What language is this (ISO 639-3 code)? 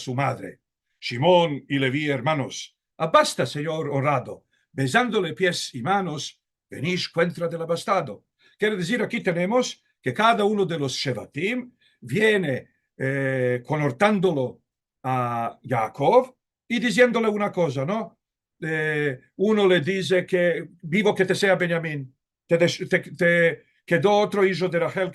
lad